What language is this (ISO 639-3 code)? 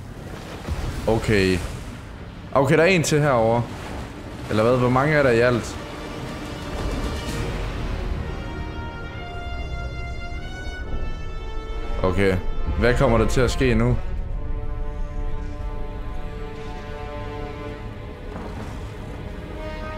dan